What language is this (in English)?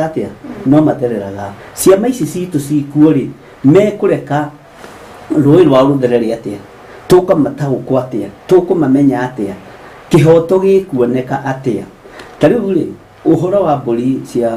Kikuyu